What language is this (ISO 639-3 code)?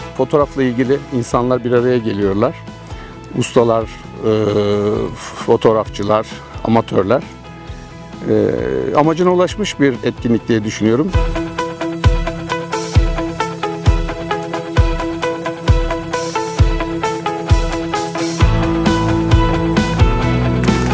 tur